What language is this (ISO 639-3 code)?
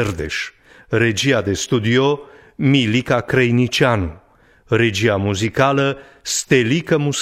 ron